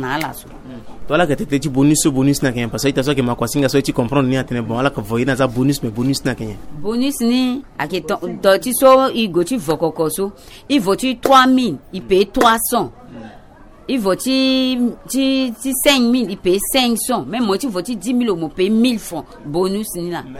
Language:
Sango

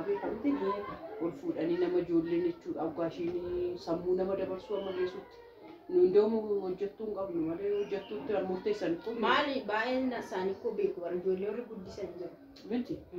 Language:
Oromo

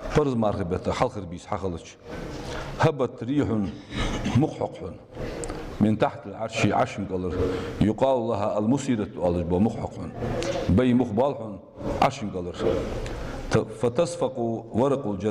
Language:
Ingush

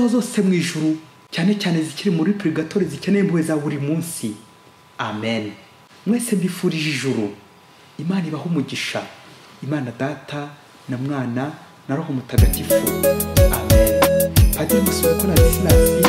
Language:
Kinyarwanda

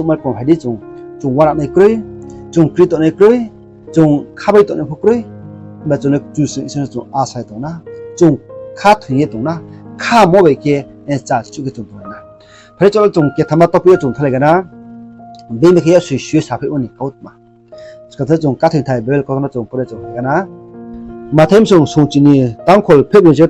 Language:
Riang (India)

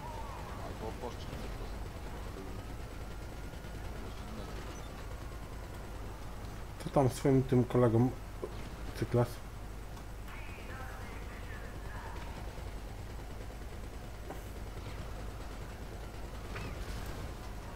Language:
Polish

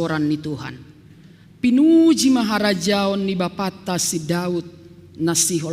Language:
Batak Simalungun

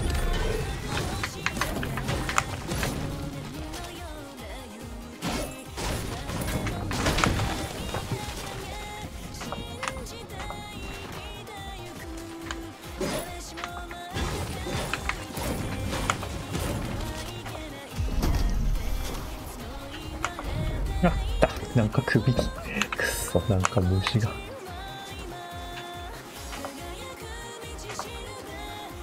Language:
Japanese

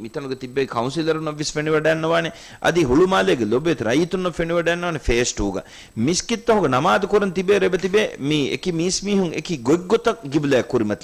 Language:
Divehi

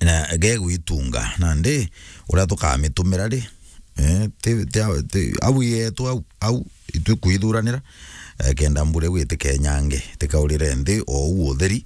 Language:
Meru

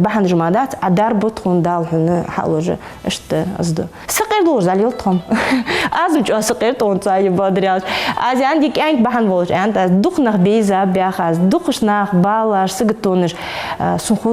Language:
Ingush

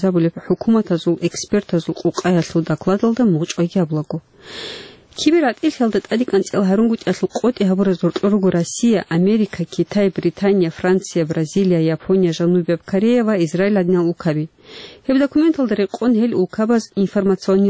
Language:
Avaric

